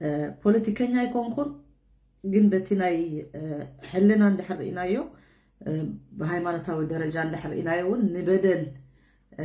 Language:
Tigrinya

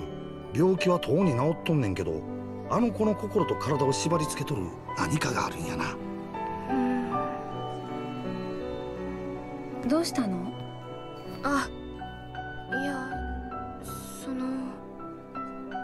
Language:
Japanese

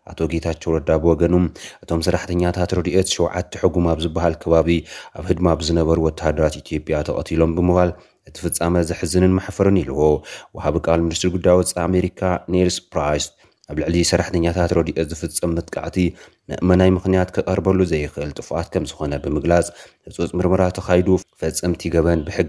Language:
Tigrinya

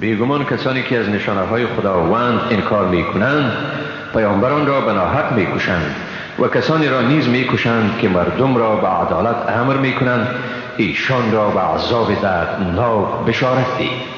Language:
Persian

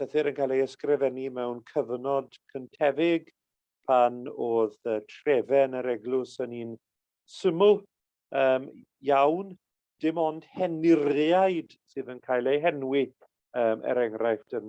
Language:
Welsh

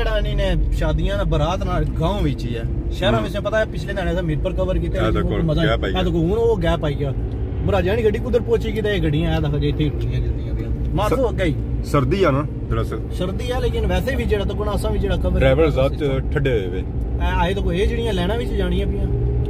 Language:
Pahari-Potwari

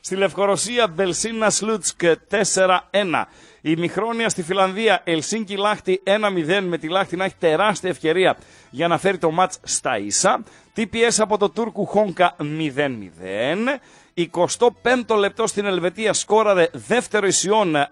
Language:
Greek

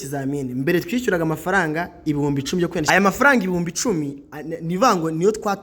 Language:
Kinyarwanda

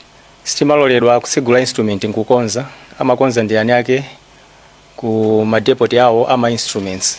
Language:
Nyanja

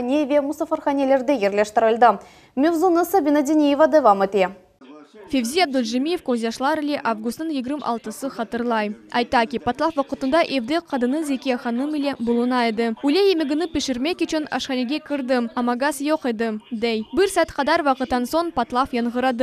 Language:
Crimean Tatar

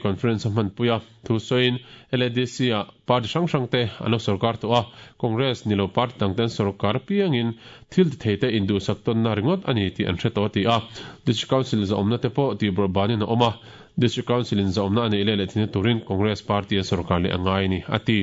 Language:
Mizo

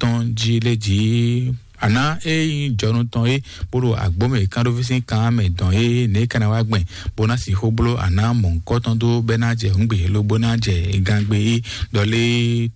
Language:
Fon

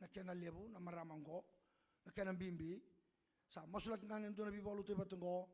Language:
Fijian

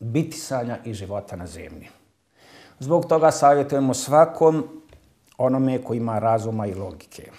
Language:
Bosnian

